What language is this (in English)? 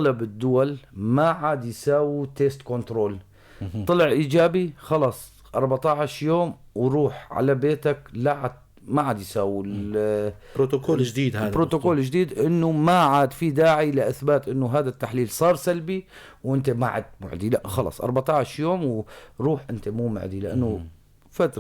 North Levantine Arabic